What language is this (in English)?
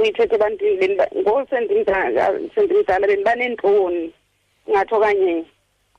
Xhosa